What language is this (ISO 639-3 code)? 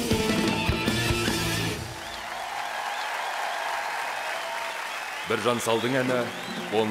kaz